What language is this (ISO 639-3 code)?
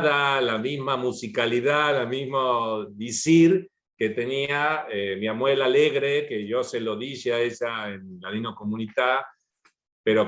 lad